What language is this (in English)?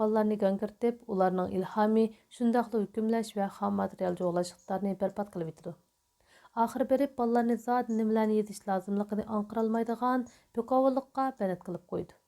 Uyghur